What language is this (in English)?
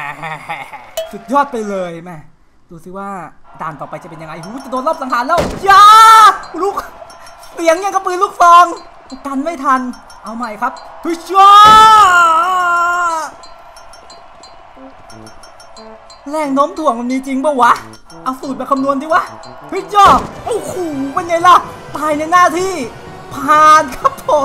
Thai